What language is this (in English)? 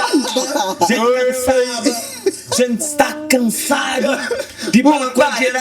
Kabuverdianu